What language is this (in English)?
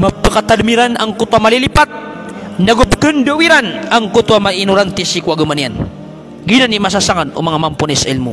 Maranao